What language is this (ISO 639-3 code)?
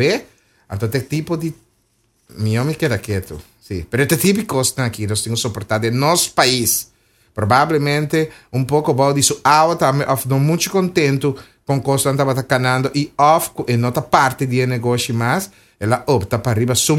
pap